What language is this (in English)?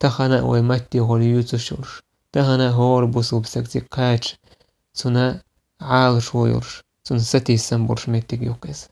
Chechen